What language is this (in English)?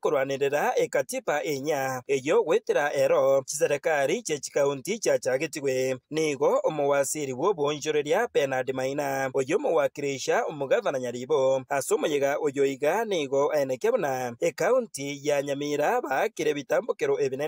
Gusii